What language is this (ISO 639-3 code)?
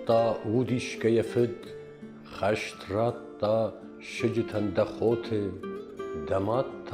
oss